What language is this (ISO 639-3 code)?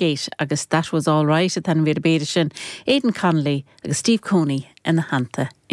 gle